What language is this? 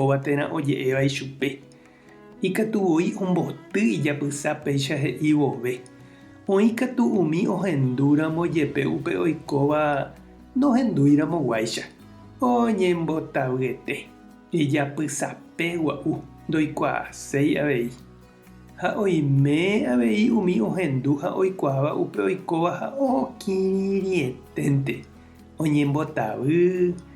Guarani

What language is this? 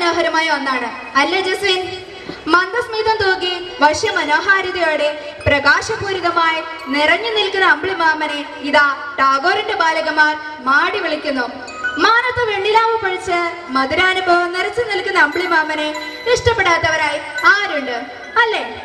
Malayalam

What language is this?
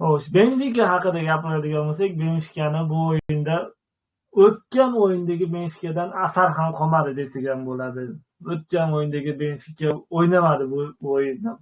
Uzbek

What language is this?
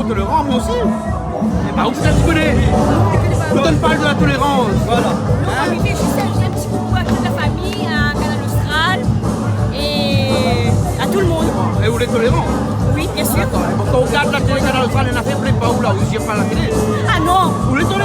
Réunion Creole French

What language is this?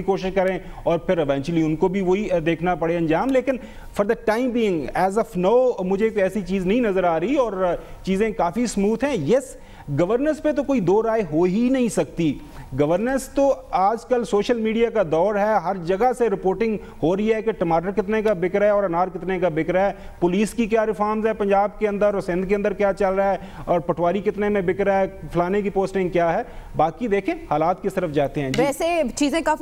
Urdu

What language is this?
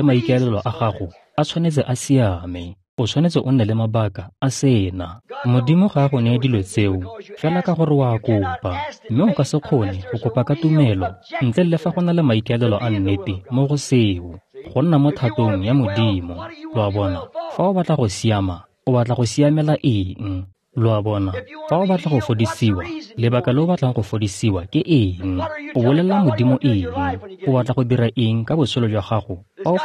Tswana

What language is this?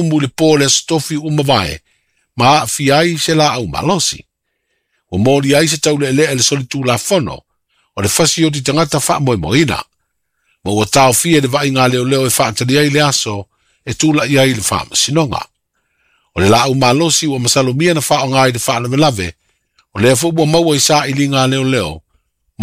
Samoan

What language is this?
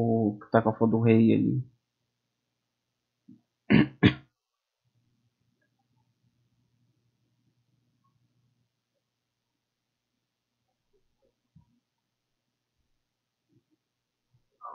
Portuguese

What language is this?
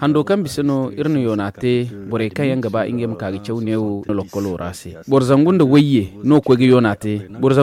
Zarma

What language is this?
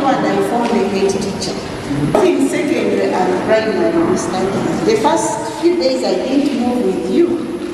Nyankole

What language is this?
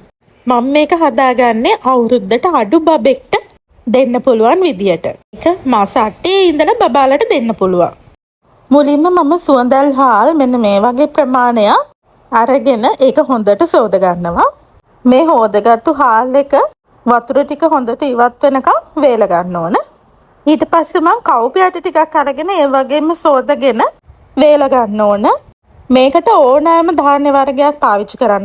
Sinhala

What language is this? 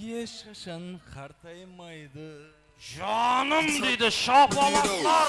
Kara-Kalpak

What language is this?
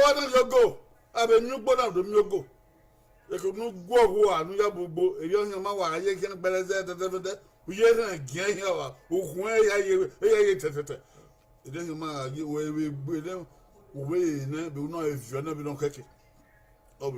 Bini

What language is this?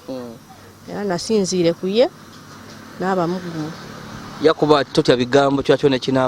Ganda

